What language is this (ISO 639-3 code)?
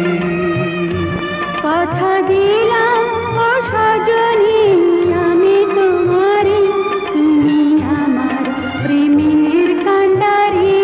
ben